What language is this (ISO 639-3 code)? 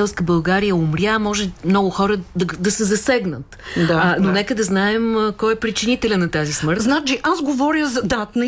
bul